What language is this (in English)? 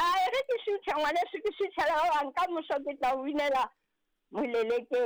Southern Sotho